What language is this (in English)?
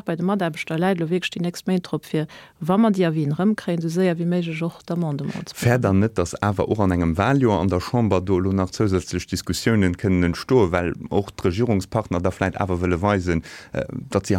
Luxembourgish